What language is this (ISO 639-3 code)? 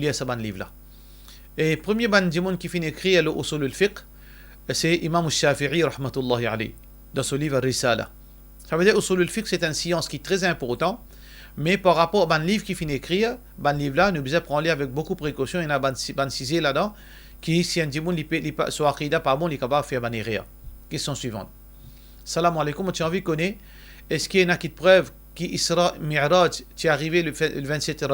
mfe